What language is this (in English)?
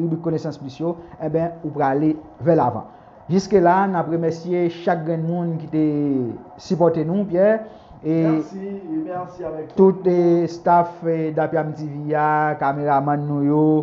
Haitian Creole